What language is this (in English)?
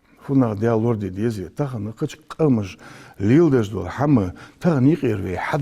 Ingush